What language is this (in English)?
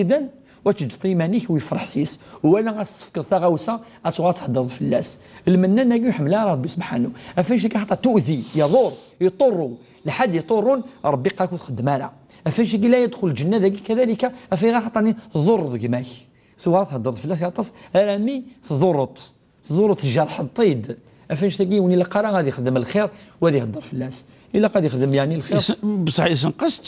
Kabyle